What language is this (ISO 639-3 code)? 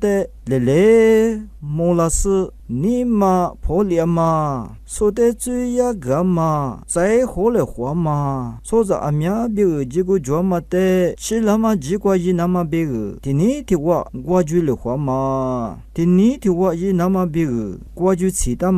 lis